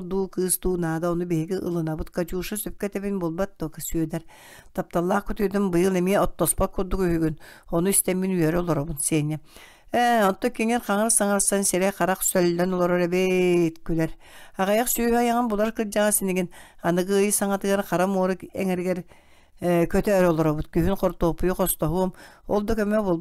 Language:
Yakut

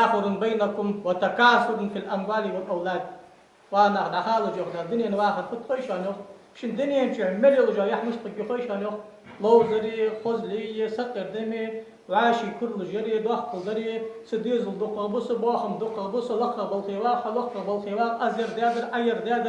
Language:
Ingush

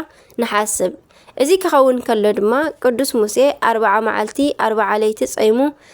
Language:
Tigrinya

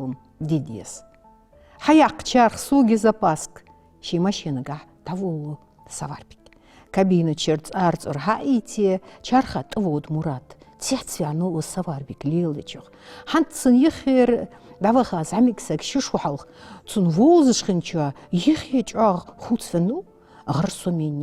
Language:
Ingush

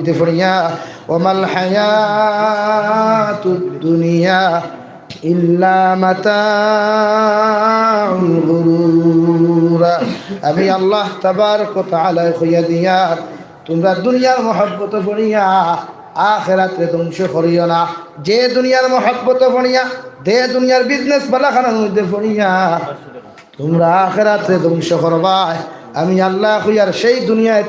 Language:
Sylheti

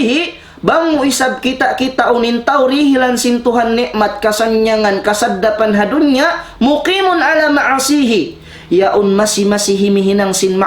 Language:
Tausug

